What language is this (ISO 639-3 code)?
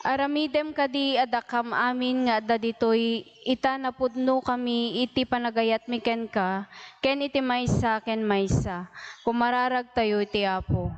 ilo